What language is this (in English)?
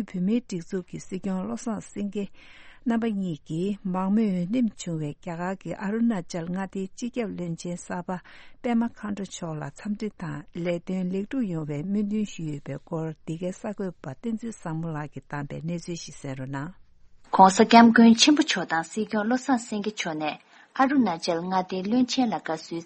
Tibetan